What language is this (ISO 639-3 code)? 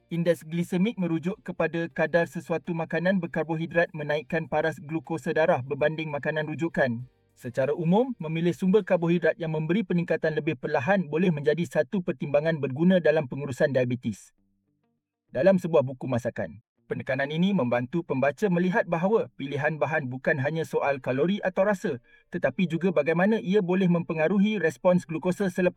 msa